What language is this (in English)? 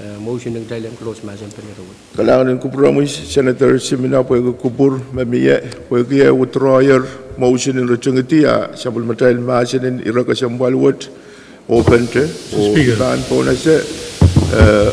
Pohnpeian